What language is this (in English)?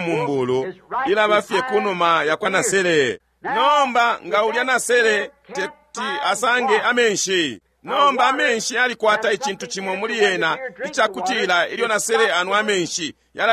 Bemba